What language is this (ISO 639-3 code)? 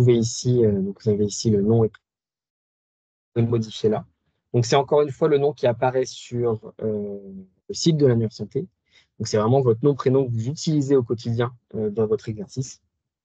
fra